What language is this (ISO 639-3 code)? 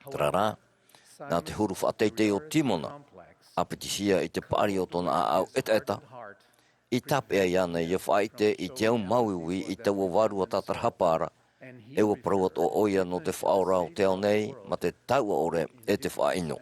tah